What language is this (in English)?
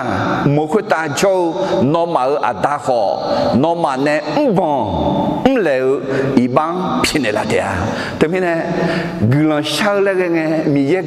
Akha